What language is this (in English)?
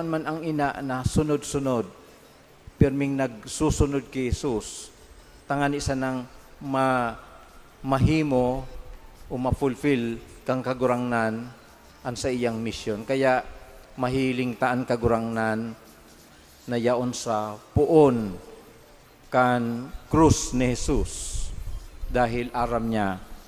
Bikol